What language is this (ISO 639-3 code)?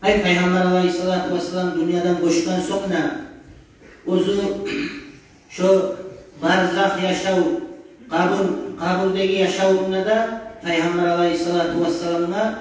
kum